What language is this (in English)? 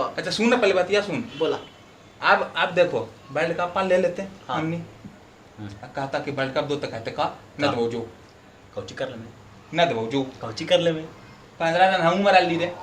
Magahi